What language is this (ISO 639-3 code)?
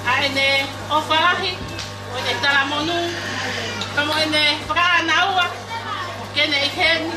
ton